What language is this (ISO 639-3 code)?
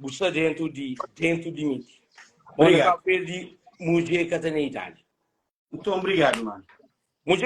kea